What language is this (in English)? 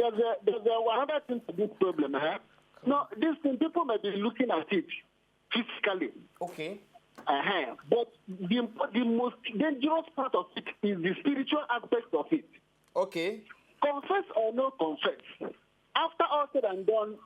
Nigerian Pidgin